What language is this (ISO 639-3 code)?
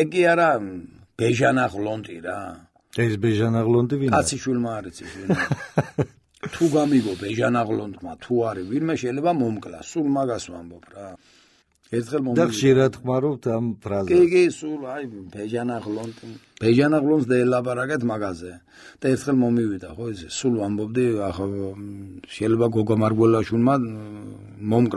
kat